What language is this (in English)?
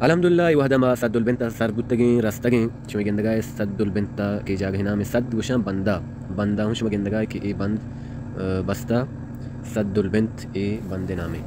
Baluchi